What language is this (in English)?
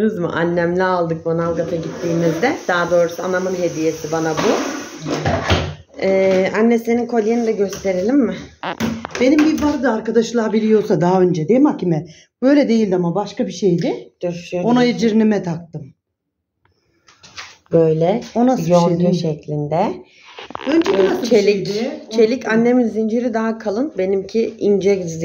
Turkish